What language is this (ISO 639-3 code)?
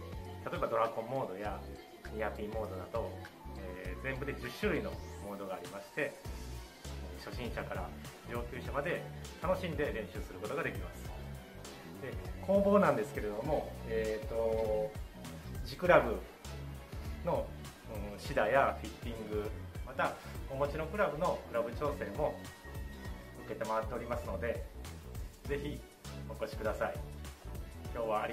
jpn